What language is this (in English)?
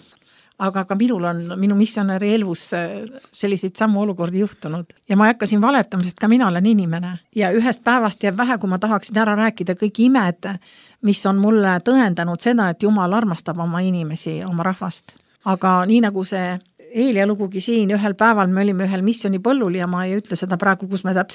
Estonian